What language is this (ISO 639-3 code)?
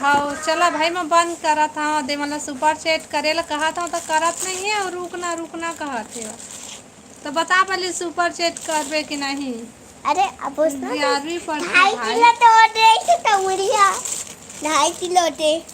hne